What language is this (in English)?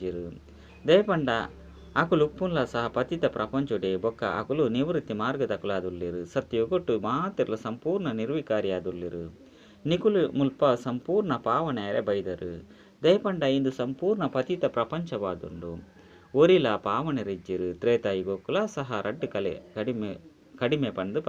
Tulu